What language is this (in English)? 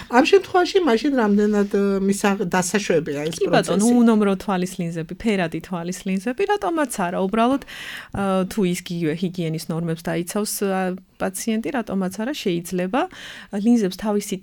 Georgian